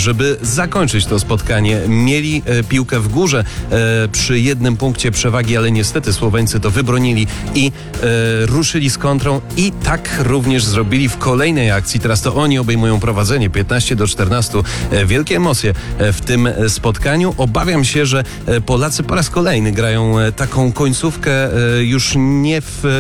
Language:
Polish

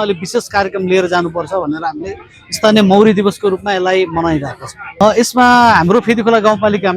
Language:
Nepali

